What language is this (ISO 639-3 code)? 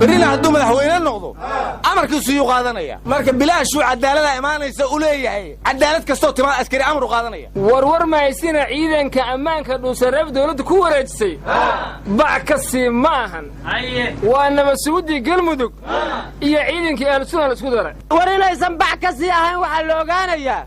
som